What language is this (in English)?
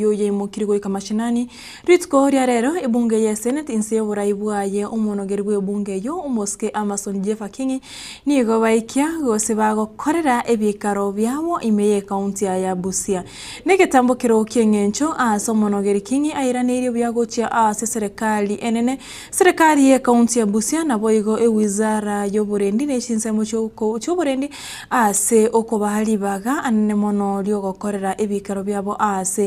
Gusii